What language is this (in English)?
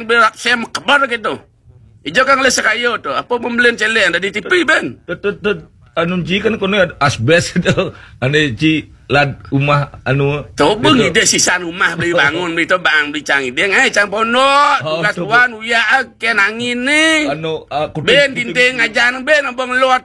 Balinese